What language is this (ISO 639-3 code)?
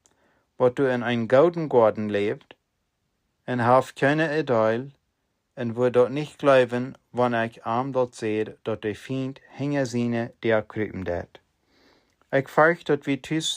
pdt